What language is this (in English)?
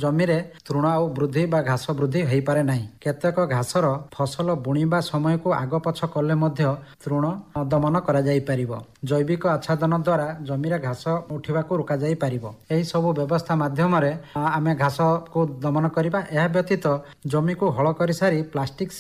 Odia